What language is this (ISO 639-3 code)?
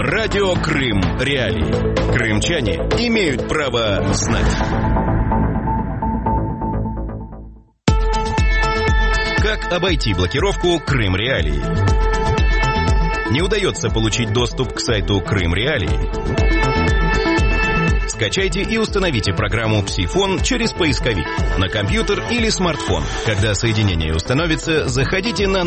rus